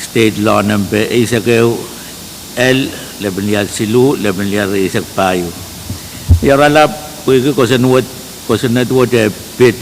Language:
Pohnpeian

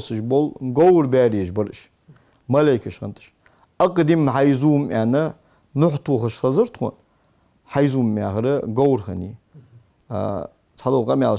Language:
Ingush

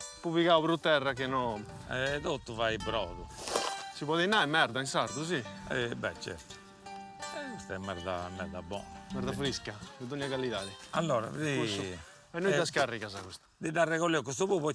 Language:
Sardinian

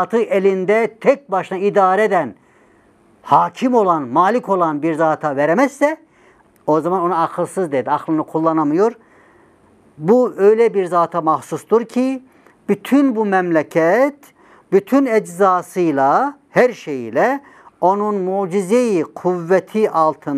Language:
Turkish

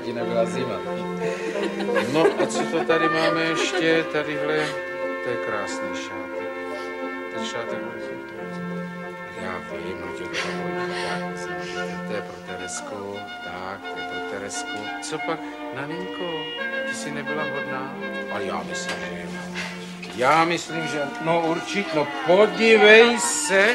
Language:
Czech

